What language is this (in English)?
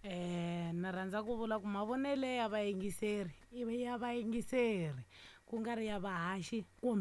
Tsonga